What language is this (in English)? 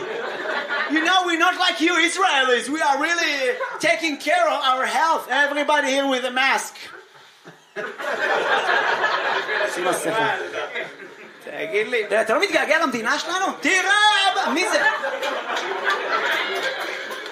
Hebrew